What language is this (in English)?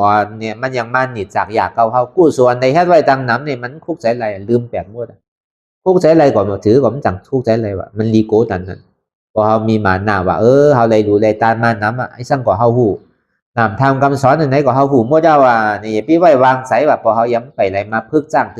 Shan